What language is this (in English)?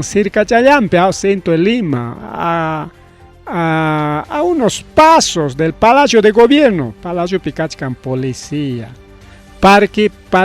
Ayacucho Quechua